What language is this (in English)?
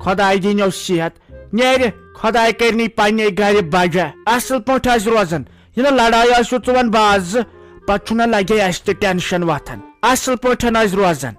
Kashmiri